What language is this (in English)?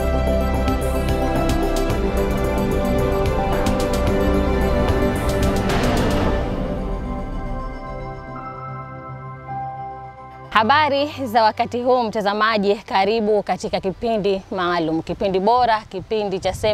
Swahili